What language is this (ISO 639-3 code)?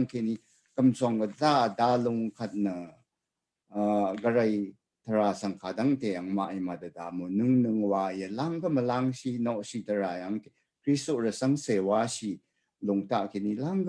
raw